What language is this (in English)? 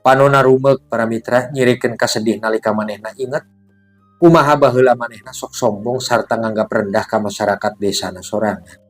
Sundanese